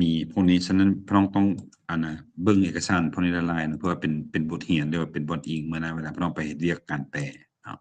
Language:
Lao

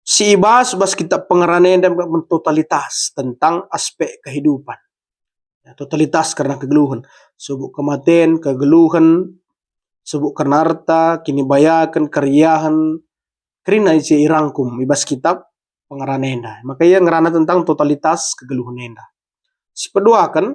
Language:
Batak Karo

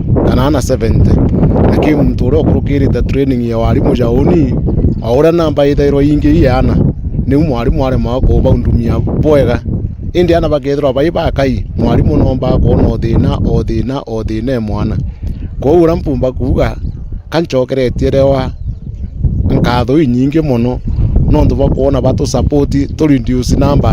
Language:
Meru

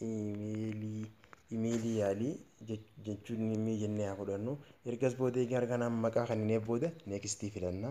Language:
Oromo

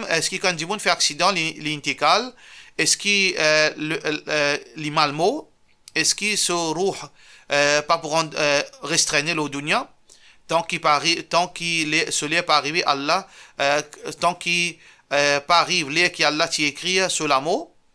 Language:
Morisyen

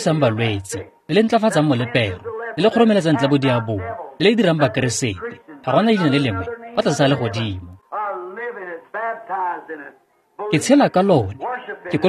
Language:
Tswana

